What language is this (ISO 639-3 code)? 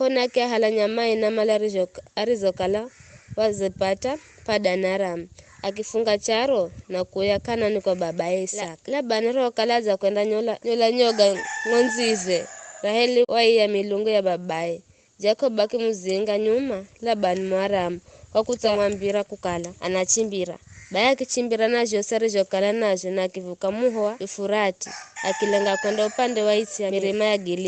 nyf